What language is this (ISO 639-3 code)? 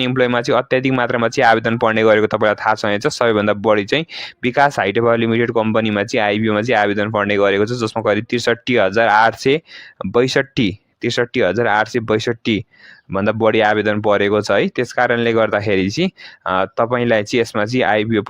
nep